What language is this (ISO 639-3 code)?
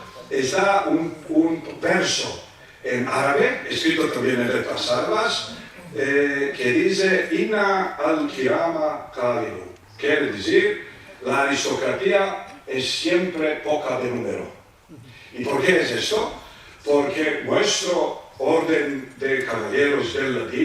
lad